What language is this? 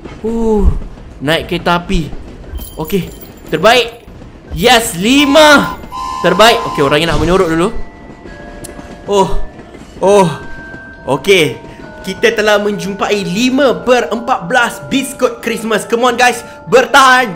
Malay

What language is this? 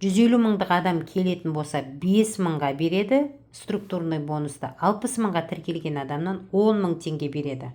Kazakh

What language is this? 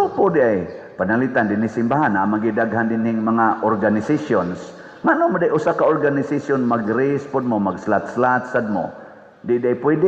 Cebuano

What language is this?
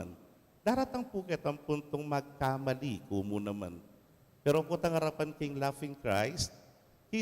Pampanga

